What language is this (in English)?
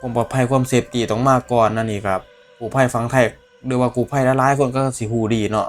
Northeastern Thai